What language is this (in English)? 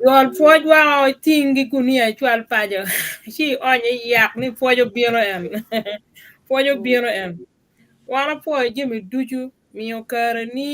Acoli